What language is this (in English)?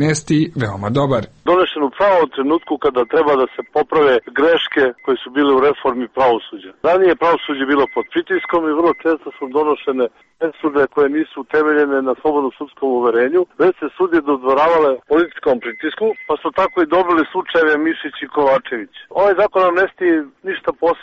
Serbian